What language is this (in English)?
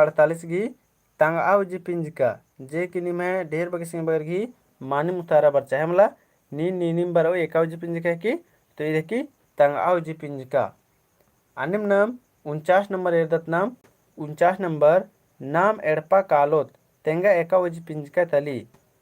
Kurukh